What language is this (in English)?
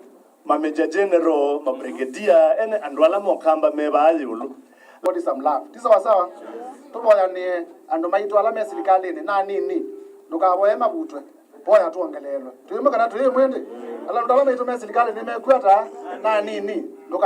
Kamba